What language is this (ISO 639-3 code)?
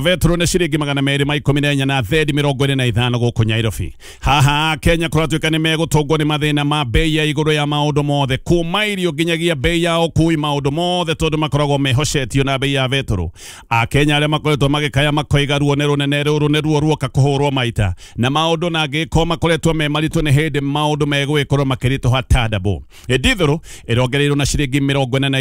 kik